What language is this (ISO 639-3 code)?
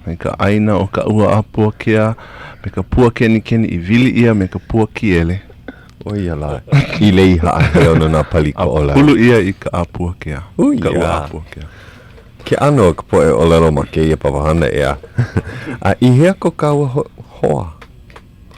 haw